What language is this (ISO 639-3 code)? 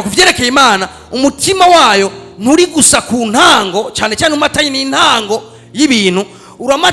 run